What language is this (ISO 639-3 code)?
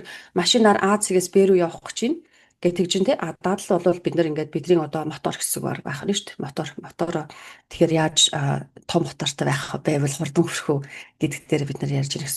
mon